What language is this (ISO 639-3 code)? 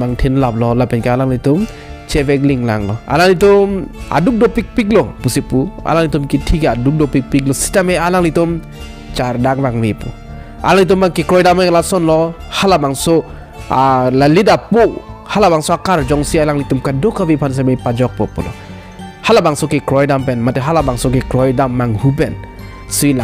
mjw